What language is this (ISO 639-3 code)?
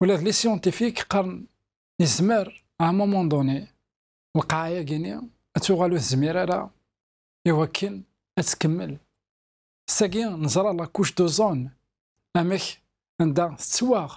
kab